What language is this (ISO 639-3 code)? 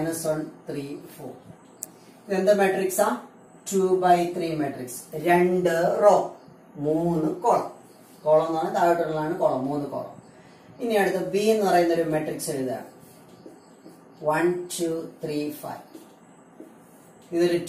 mal